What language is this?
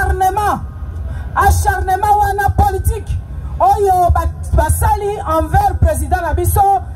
Lingala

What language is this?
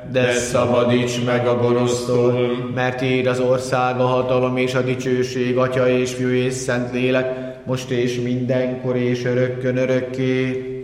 Hungarian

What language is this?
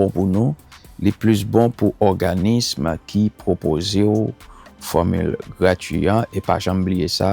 Haitian Creole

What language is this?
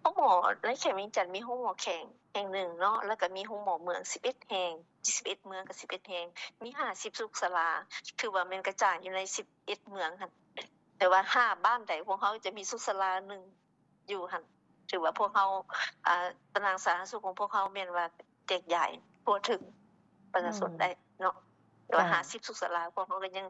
Lao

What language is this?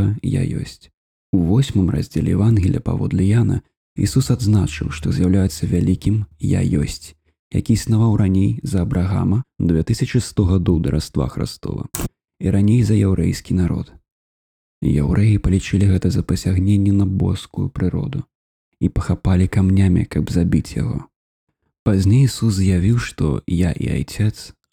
Belarusian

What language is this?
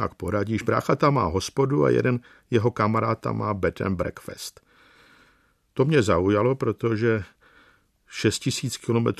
Czech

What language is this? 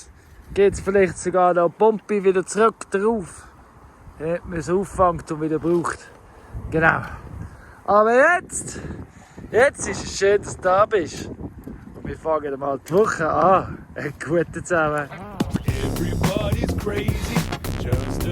Swiss German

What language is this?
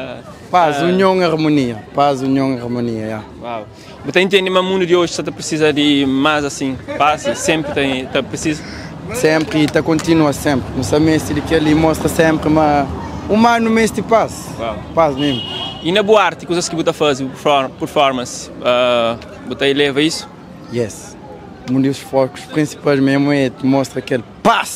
Kabuverdianu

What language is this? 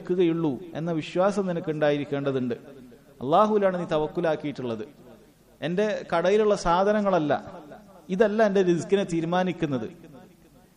Malayalam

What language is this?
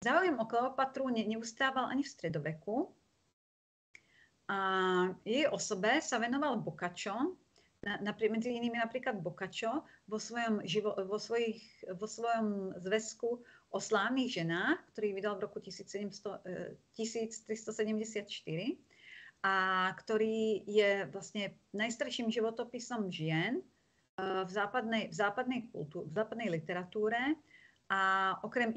Slovak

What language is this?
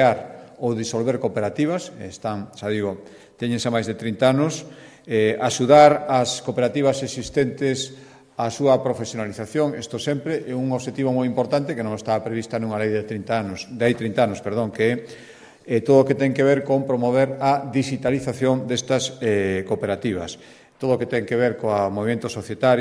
Galician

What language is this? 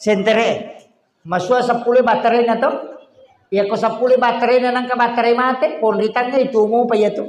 Buginese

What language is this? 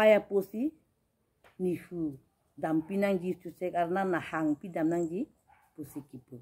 Karbi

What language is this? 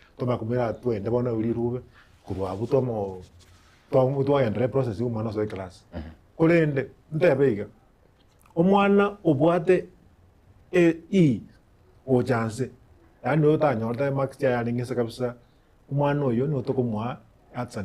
Gusii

